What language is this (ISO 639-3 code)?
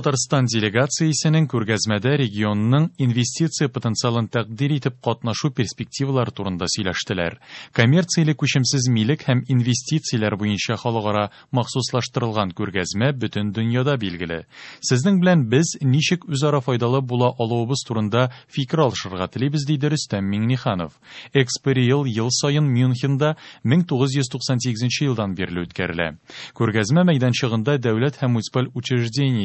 tat